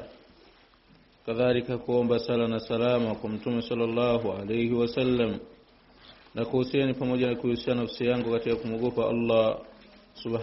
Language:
Swahili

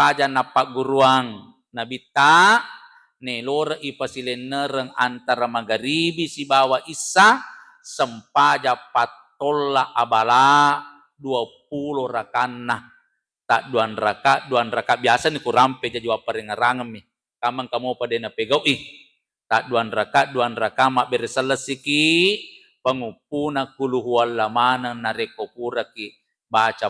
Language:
Buginese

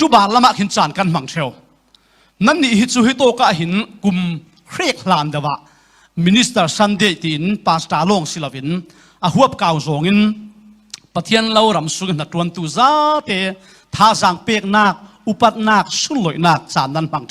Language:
Falam Chin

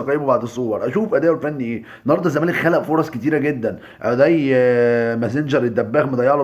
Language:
Egyptian Arabic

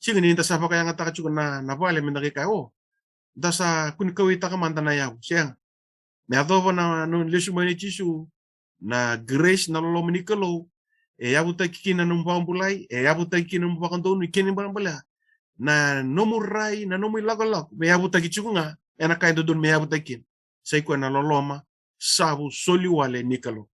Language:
Fijian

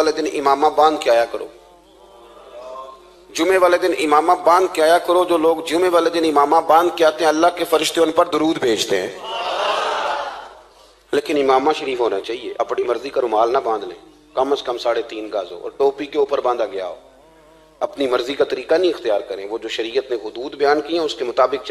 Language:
Urdu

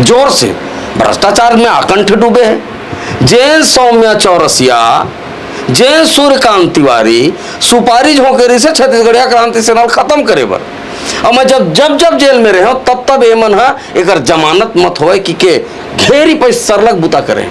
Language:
Chhattisgarhi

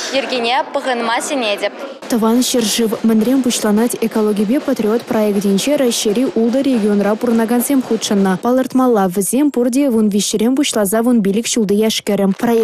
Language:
Chuvash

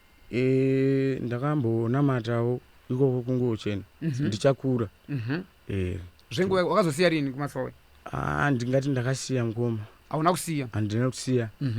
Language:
Shona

